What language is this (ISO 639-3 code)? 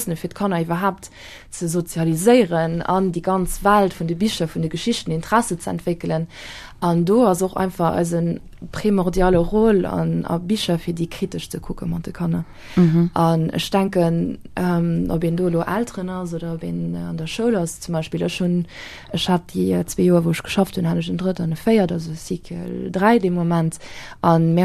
ltz